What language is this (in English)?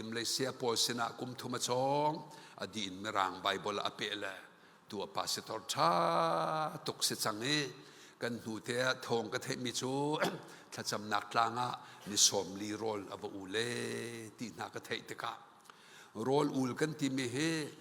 Hakha Chin